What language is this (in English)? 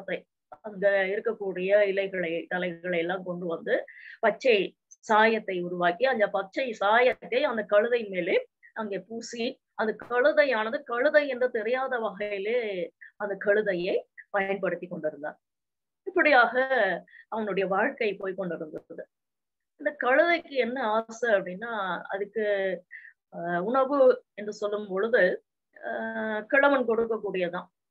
Tamil